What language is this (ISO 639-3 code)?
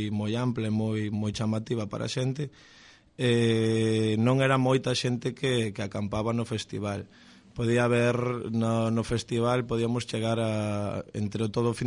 glg